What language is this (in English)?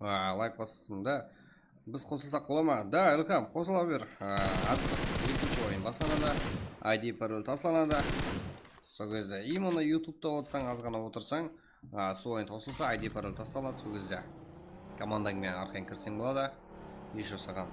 Kara-Kalpak